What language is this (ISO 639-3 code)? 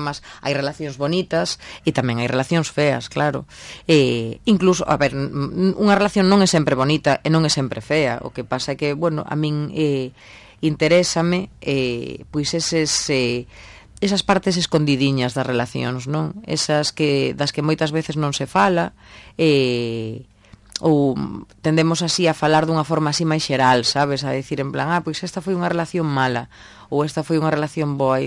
glg